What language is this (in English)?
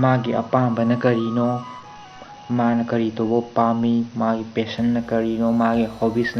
Manipuri